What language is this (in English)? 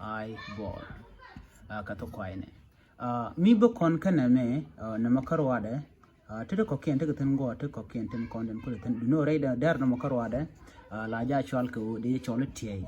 Nuer